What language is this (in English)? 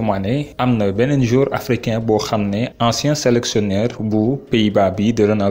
Wolof